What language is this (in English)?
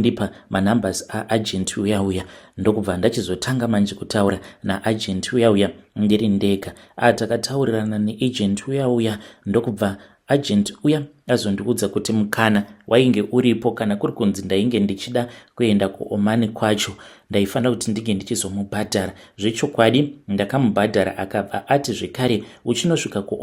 Shona